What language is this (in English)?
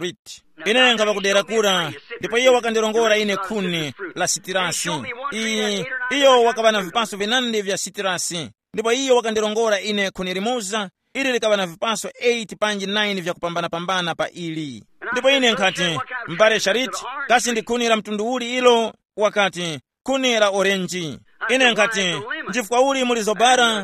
Tumbuka